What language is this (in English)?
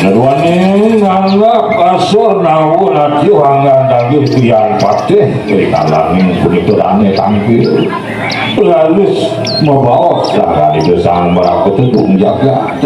Balinese